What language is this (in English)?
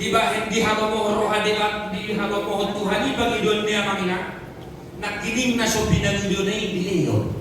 Batak Toba